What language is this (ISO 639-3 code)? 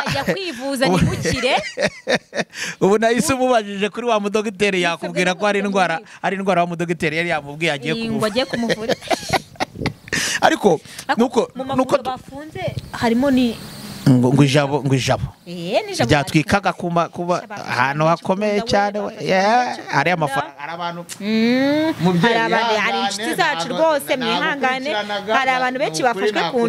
kin